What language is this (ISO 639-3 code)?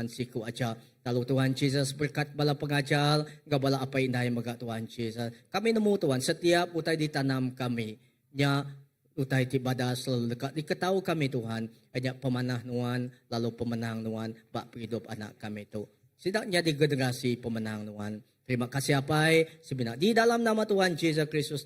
iba